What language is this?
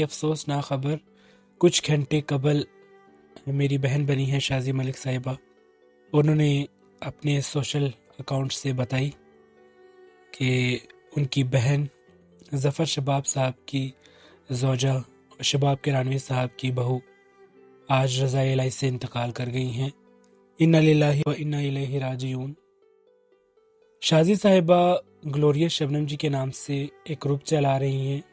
Urdu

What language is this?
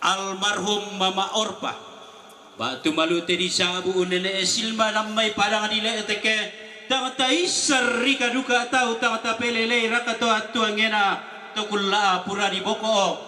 Toraja-Sa'dan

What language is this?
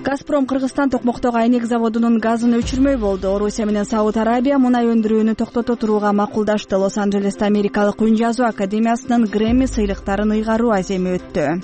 Kyrgyz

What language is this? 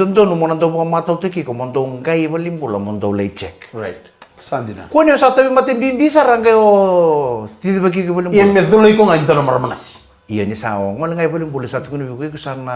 Fijian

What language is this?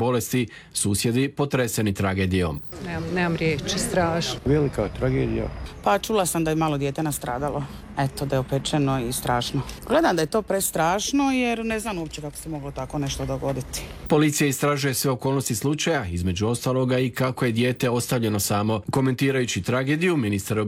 Croatian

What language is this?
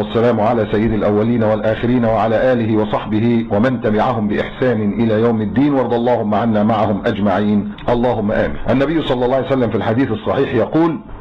Egyptian Arabic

